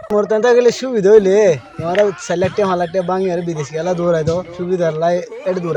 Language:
Rohingya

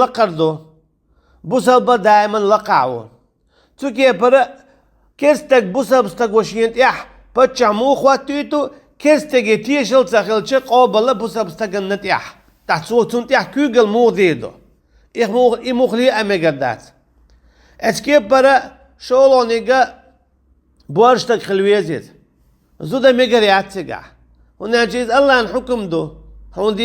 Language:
Chechen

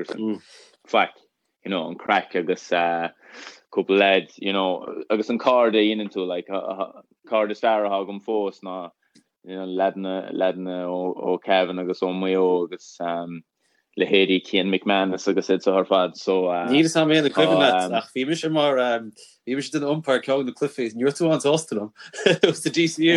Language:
Irish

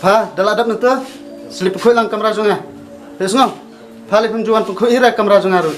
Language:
Khasi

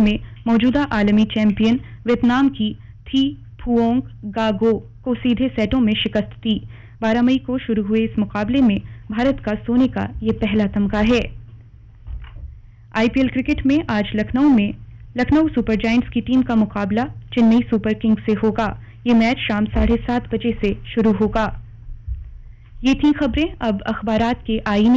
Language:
Urdu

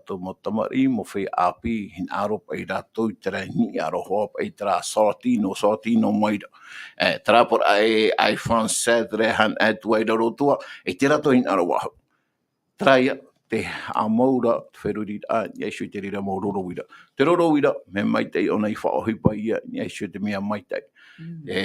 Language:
Tahitian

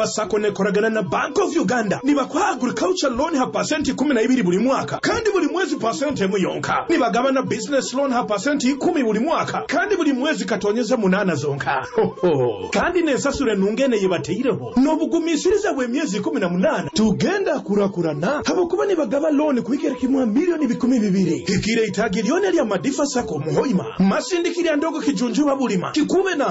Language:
Nyoro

